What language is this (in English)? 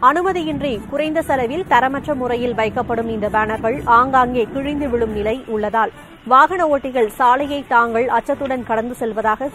Tamil